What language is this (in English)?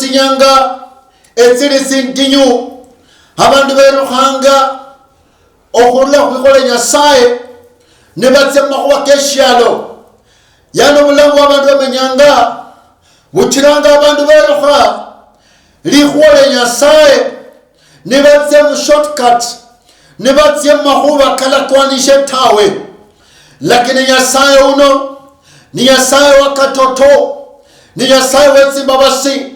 Luyia